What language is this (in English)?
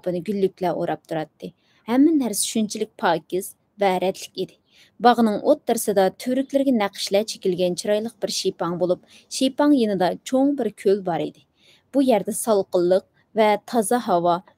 Uyghur